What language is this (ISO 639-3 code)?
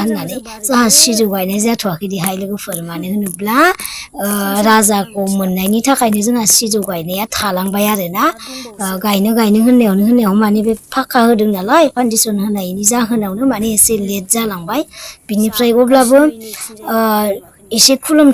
brx